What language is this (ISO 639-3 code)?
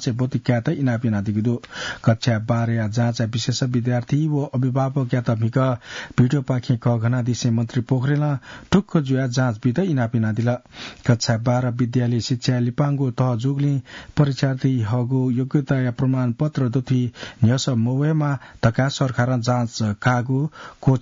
new